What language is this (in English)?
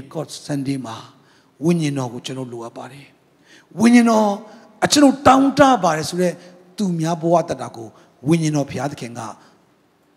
Burmese